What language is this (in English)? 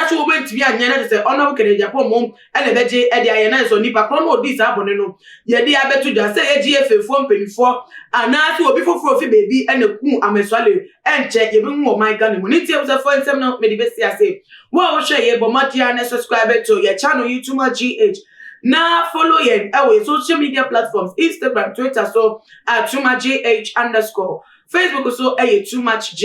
Akan